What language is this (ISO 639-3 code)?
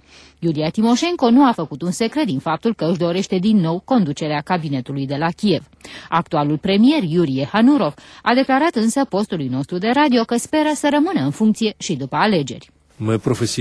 ron